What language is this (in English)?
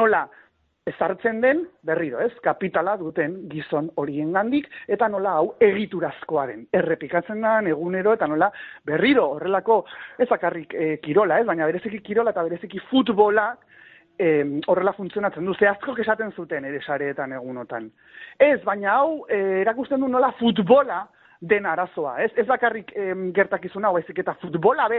Basque